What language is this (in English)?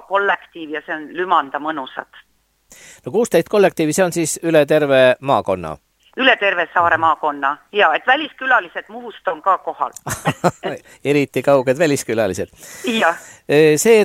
Estonian